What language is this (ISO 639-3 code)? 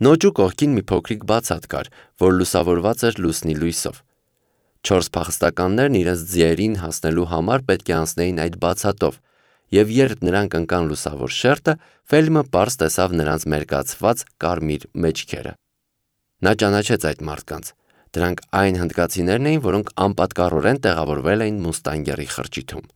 hye